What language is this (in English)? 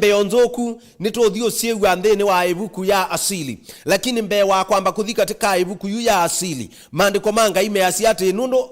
Kamba